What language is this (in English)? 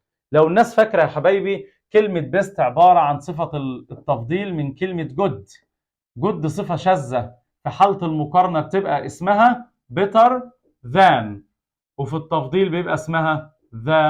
Egyptian Arabic